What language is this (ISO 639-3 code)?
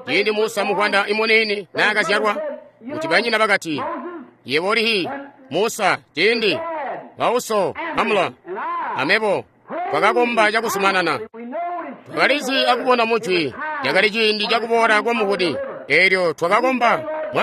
toi